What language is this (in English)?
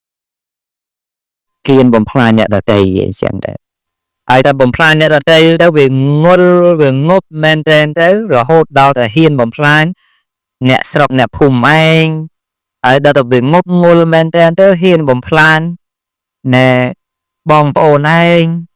Khmer